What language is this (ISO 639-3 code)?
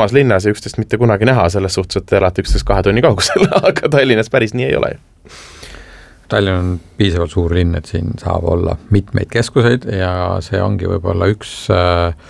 est